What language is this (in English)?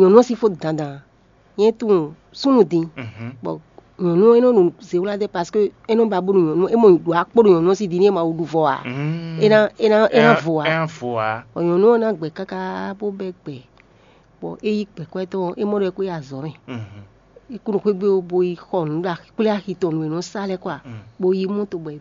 Fon